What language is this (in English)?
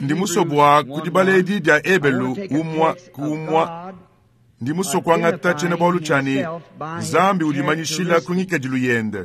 Luba-Lulua